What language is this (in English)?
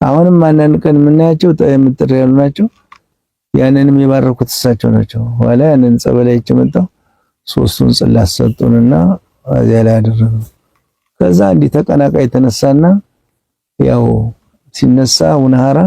Amharic